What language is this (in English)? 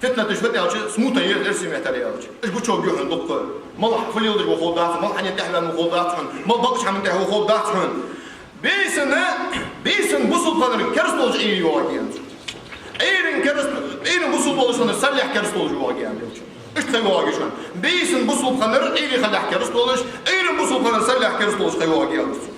Ingush